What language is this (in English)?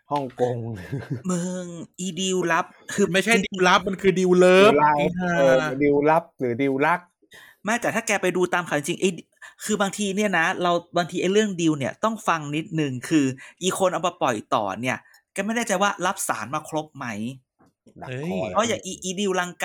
Thai